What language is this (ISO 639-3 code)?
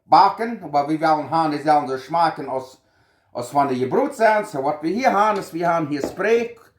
pdt